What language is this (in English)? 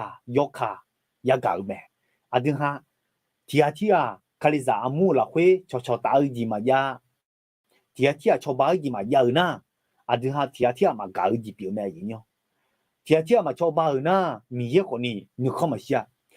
Akha